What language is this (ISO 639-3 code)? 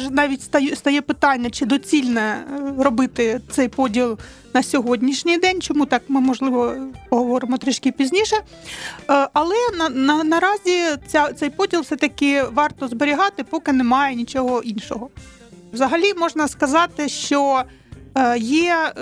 ukr